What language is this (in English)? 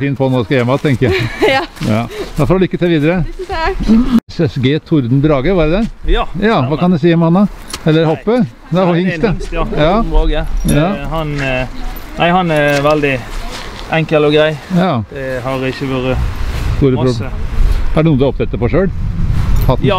Norwegian